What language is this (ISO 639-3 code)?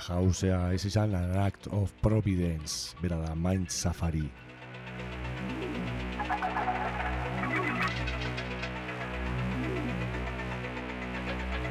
eus